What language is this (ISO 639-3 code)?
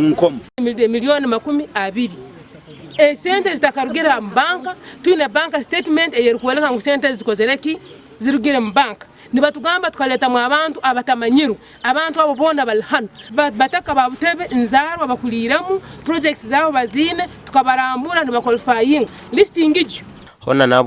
nyn